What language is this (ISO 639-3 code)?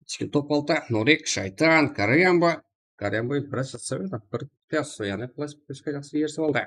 kaa